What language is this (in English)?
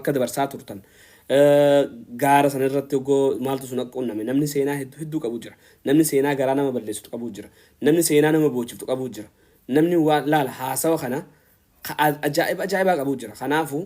Oromo